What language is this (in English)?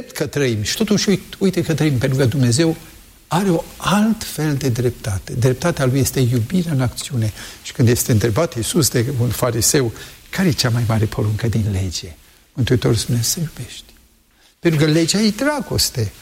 Romanian